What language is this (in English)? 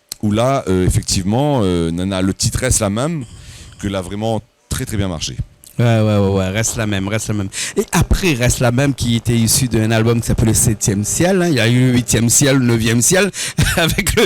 Réunion Creole French